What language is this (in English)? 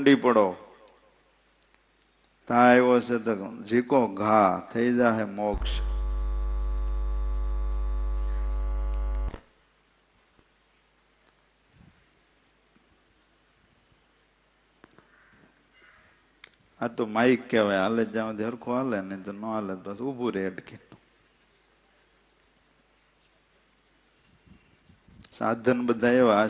Gujarati